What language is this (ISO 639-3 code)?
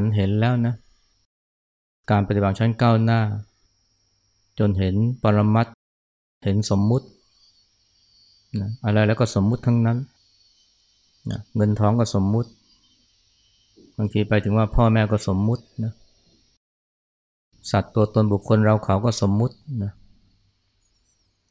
tha